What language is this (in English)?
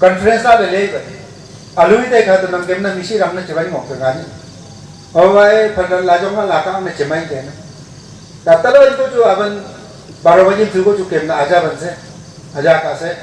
Wancho Naga